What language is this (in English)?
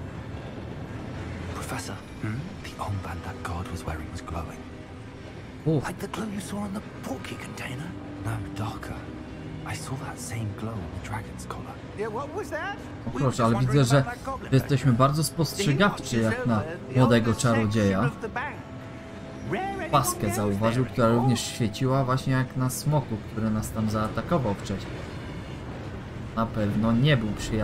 Polish